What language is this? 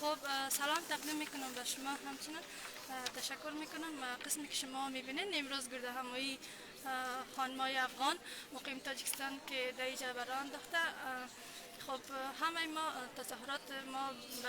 Persian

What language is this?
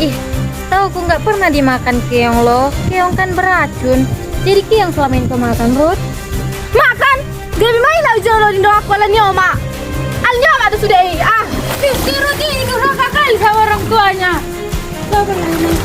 Batak Toba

